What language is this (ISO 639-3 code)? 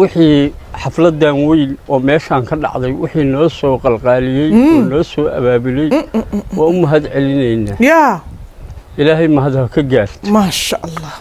som